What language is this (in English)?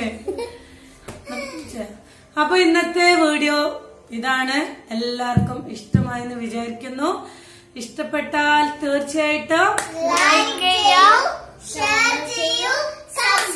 Malayalam